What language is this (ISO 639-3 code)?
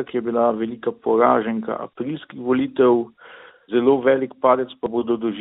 slv